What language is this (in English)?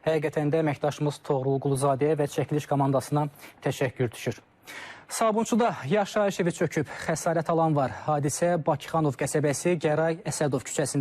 Azerbaijani